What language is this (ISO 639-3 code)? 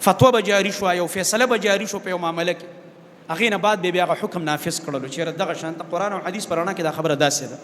pus